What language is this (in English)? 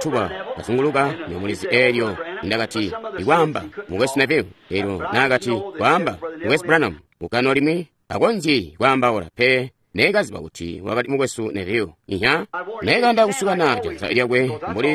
Tonga (Zambia)